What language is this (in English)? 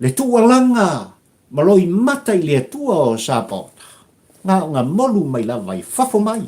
Samoan